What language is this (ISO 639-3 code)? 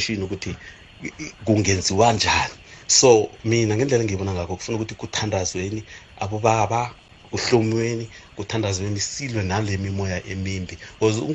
nbl